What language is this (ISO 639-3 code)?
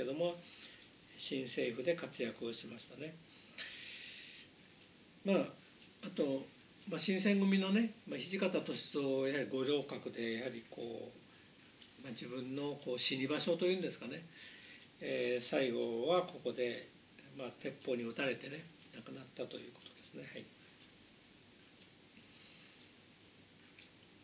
jpn